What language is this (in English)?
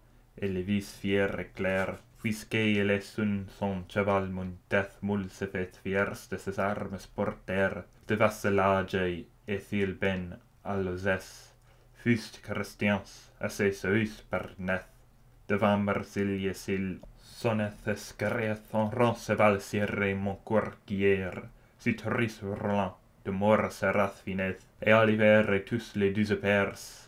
Old French